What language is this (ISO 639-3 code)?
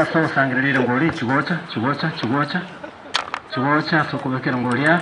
guz